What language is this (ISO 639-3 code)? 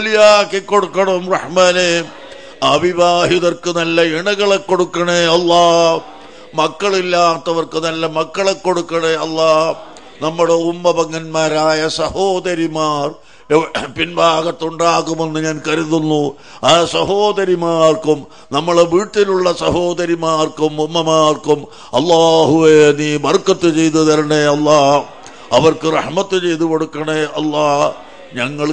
mal